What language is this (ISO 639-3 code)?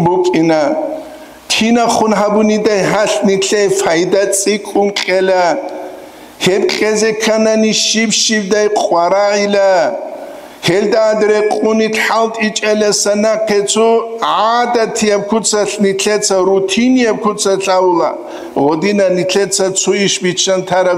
ava